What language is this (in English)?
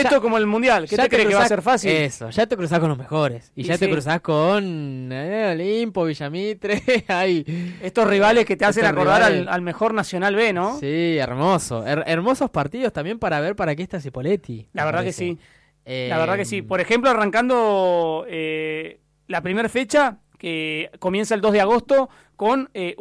Spanish